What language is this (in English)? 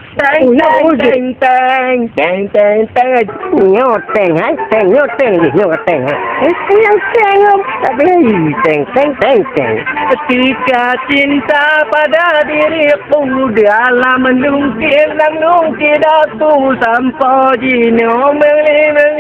Achinese